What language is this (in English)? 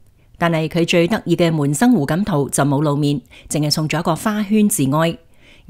Cantonese